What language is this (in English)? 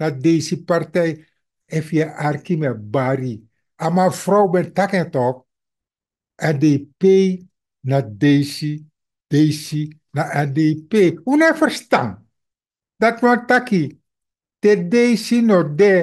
Sranan Tongo